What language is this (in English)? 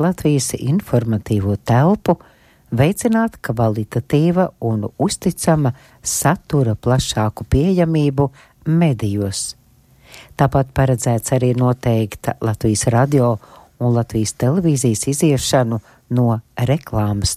Latvian